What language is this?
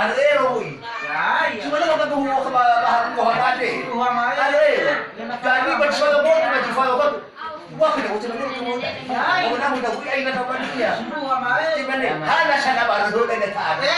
Nias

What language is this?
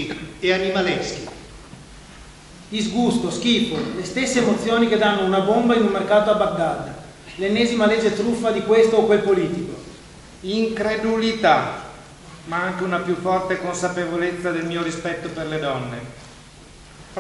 Italian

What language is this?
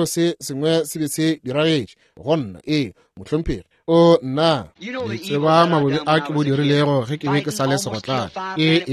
Northern Sotho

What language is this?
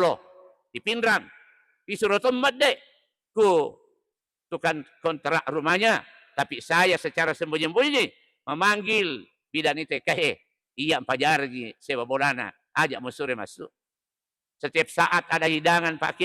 Buginese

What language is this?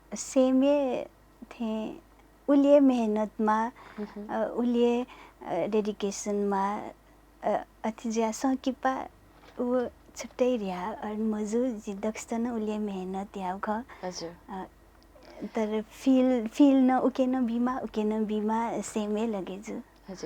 Newari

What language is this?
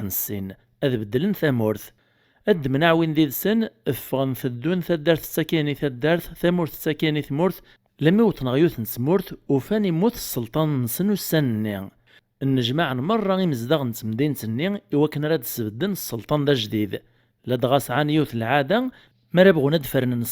Kabyle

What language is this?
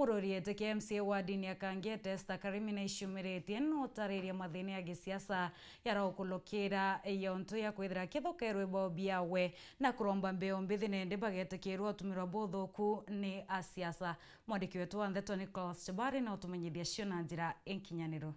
Meru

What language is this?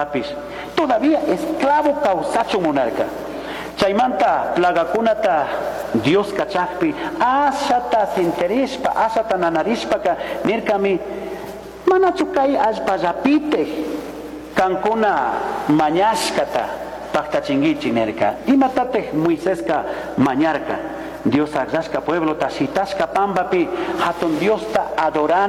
Chimborazo Highland Quichua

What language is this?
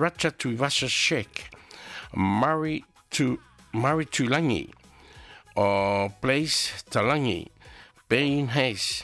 Samoan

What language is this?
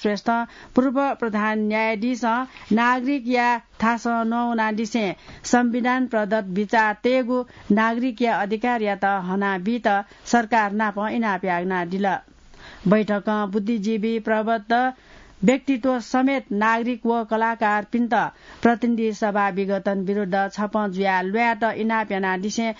Newari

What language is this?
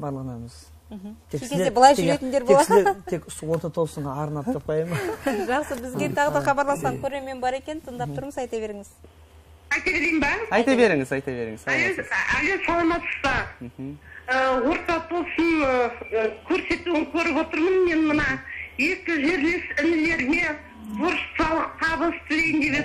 Kara-Kalpak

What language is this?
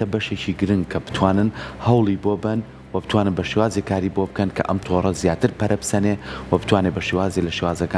Central Kurdish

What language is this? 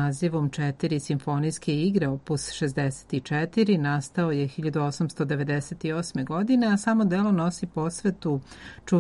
Serbian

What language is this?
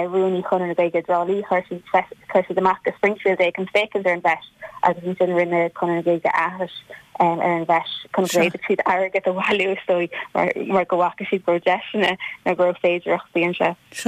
Irish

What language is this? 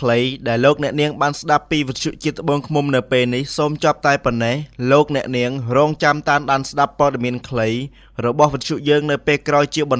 Khmer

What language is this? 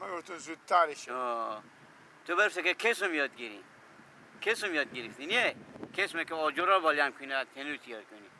Persian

